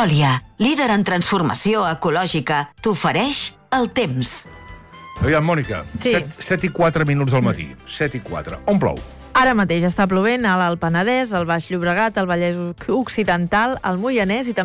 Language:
Catalan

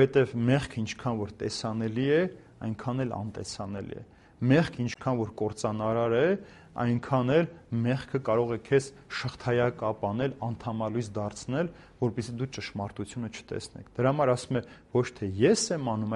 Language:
Armenian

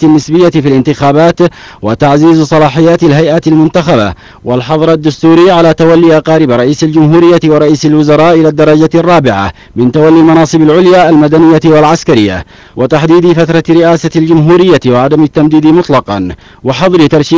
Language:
Arabic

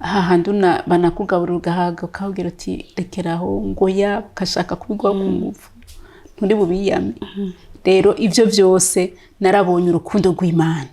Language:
Rundi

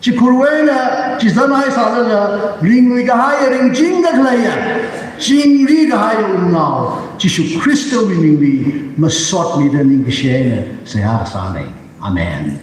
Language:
Tangkhul Naga (India)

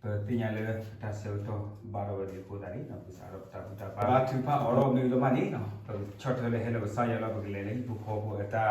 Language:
S'gaw Karen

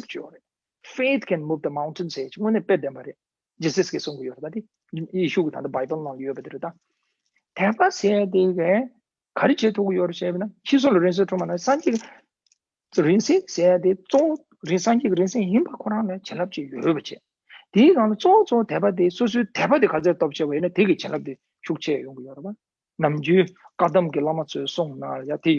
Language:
Tibetan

